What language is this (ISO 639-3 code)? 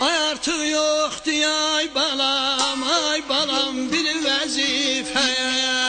azb